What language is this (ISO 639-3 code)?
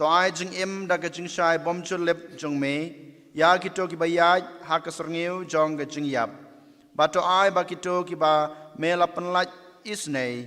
kha